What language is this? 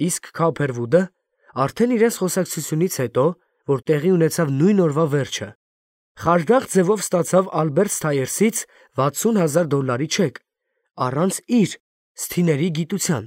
Armenian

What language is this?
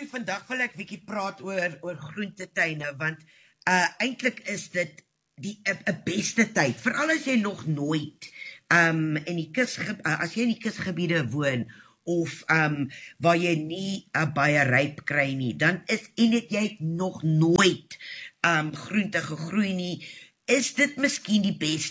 Afrikaans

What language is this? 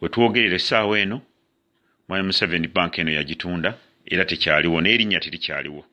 Ganda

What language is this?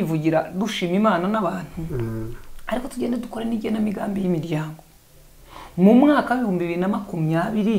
Kinyarwanda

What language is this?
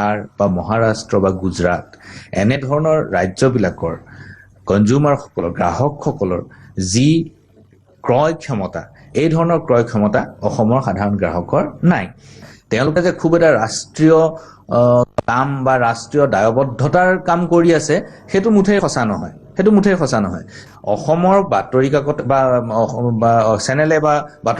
Assamese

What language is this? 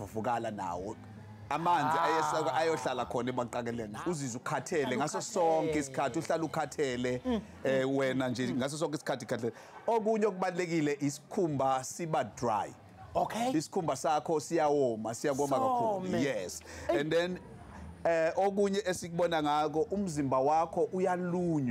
Zulu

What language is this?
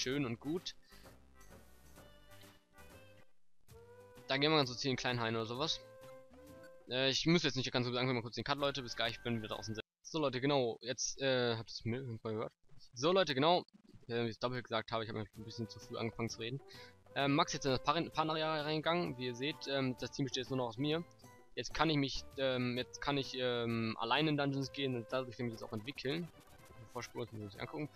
German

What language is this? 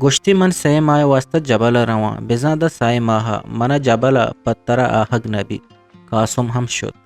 Eastern Balochi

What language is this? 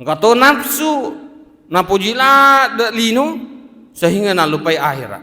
Buginese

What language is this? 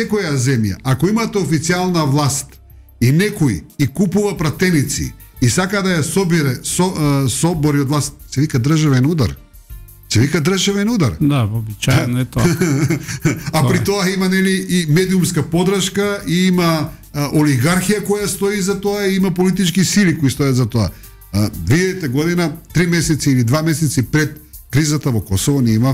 Macedonian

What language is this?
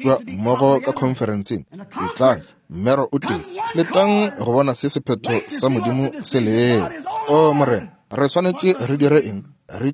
Northern Sotho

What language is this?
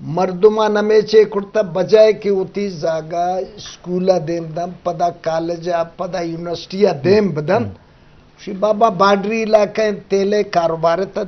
Eastern Balochi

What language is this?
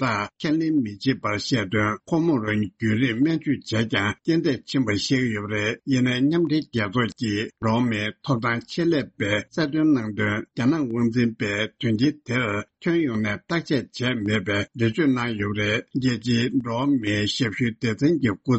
Tibetan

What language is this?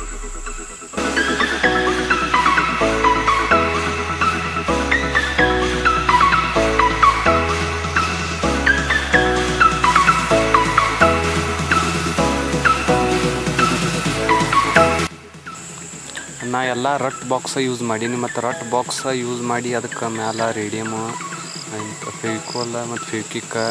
Kannada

